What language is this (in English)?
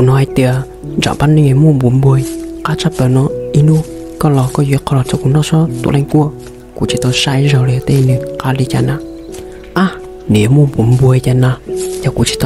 Hmong